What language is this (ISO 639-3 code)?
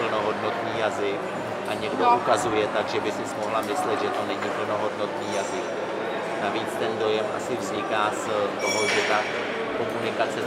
ces